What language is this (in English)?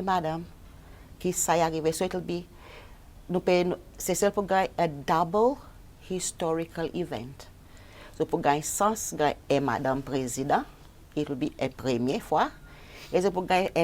Seselwa Creole French